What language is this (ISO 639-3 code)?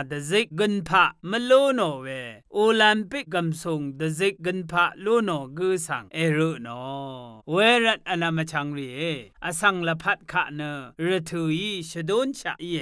raw